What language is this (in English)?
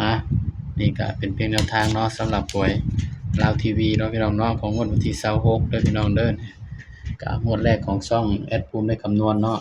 Northeastern Thai